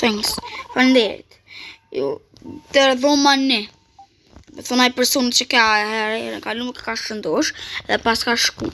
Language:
Albanian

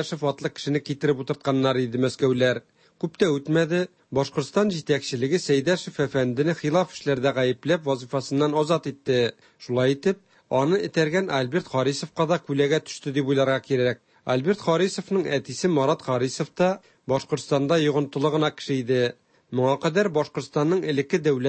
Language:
Tatar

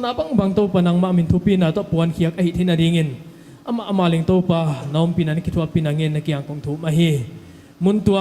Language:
Paite Chin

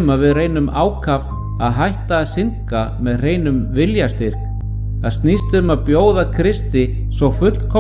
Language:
Icelandic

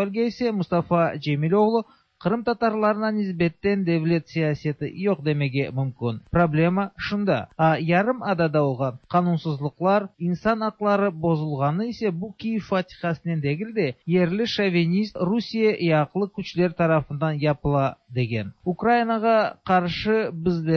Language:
Tatar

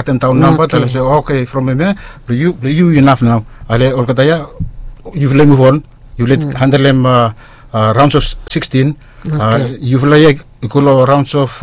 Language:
Bislama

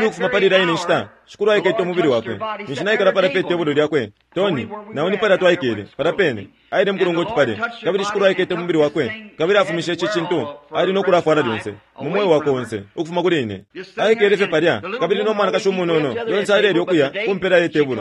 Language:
Bemba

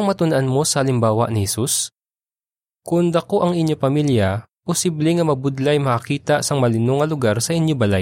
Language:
Hiligaynon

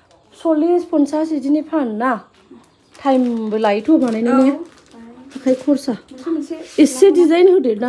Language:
Bodo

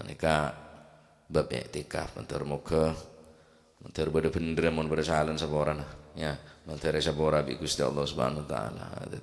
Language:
Madurese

